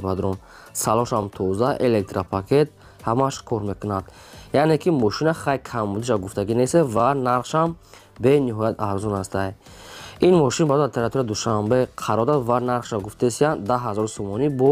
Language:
Tajik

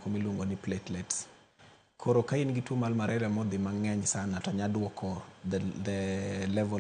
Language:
Luo (Kenya and Tanzania)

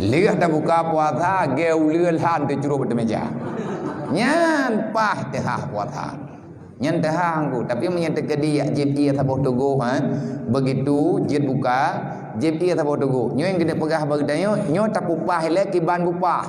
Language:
Achinese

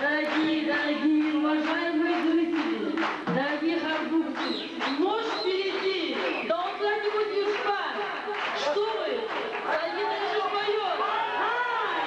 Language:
Dargwa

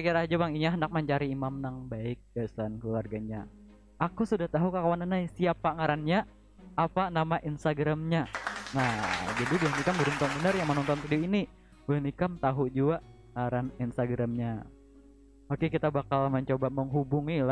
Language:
Banjar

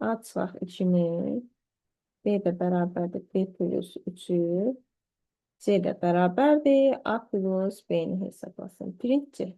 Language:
Azerbaijani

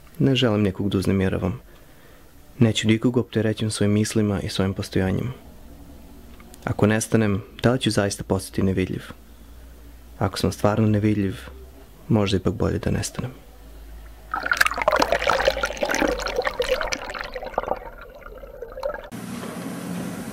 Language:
Serbian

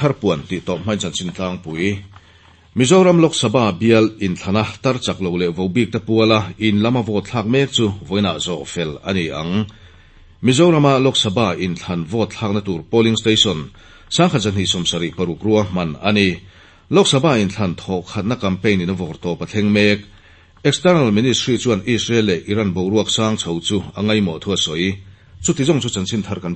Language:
Mizo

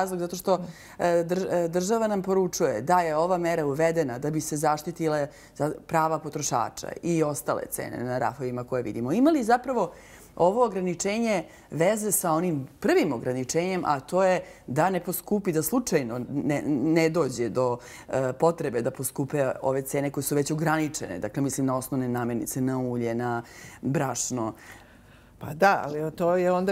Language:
Serbian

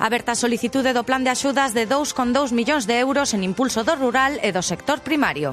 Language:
Galician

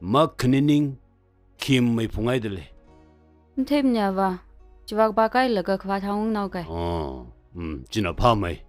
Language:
Tangkhul Naga (India)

